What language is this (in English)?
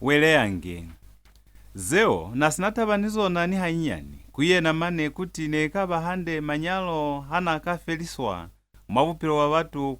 Lozi